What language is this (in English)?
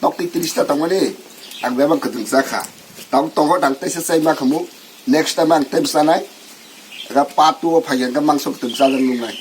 Kok Borok